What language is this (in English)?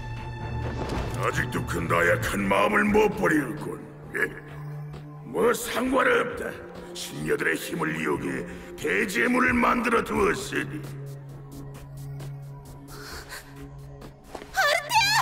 Korean